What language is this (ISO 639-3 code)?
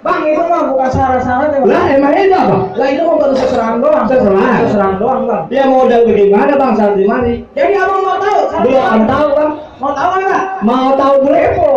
bew